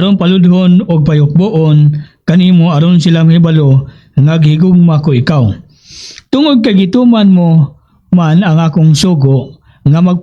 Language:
Cebuano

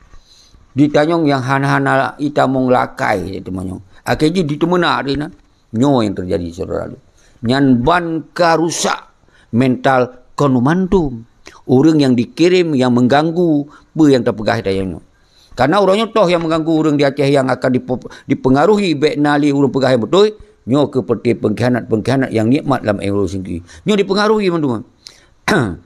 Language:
Achinese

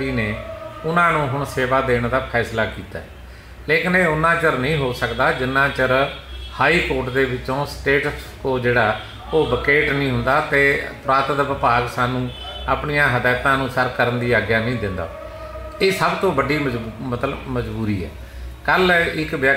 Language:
Punjabi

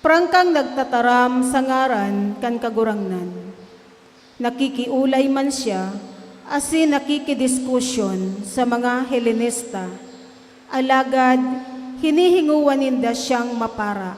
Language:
Bikol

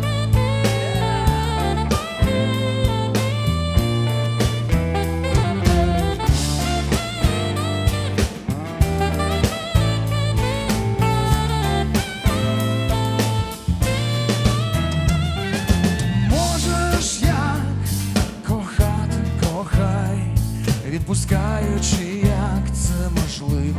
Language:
Ukrainian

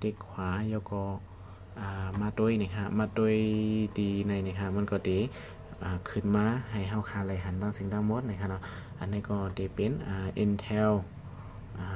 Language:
Shan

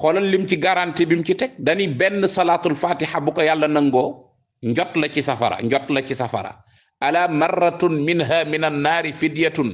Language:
Wolof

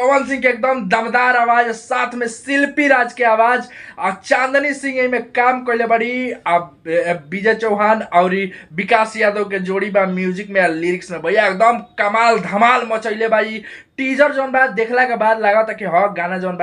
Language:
Bhojpuri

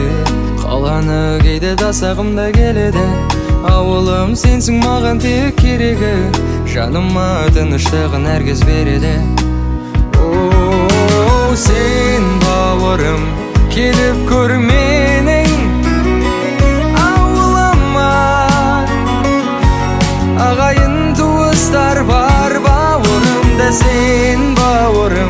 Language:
Kazakh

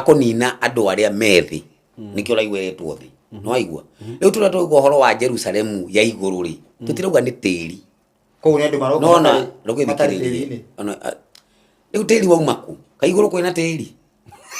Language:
Kikuyu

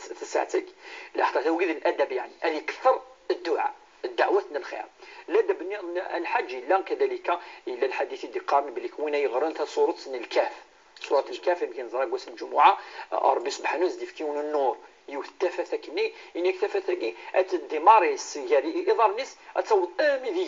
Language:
Kabyle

